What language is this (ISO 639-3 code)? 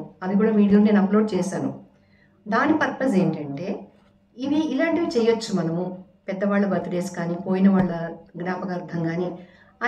tel